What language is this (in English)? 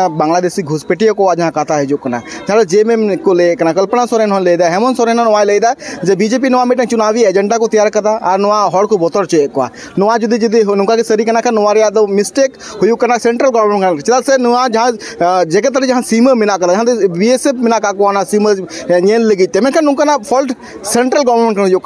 Santali